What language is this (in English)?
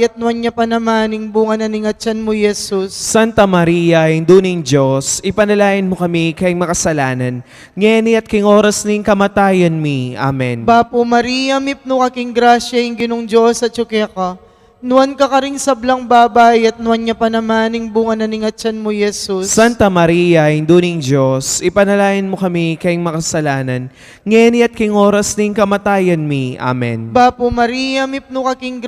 Pampanga